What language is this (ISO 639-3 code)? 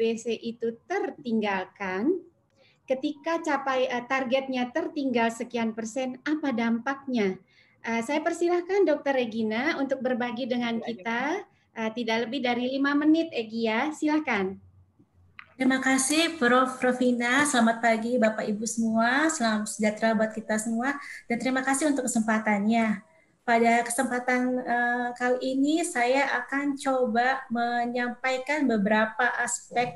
ind